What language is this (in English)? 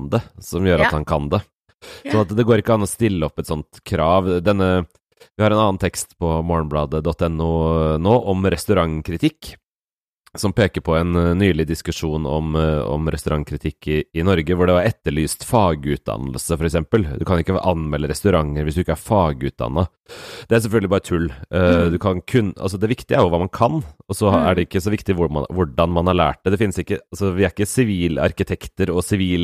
Norwegian